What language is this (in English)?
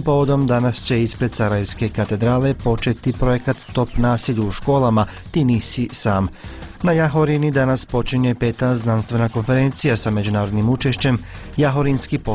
Bosnian